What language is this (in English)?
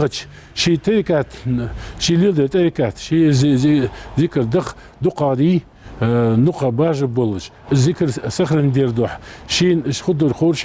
Ingush